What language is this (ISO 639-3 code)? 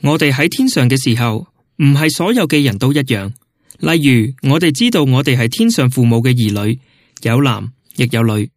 yue